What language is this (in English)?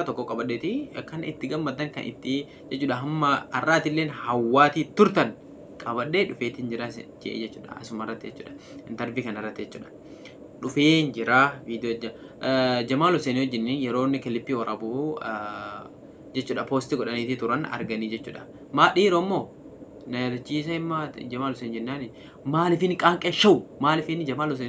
Oromo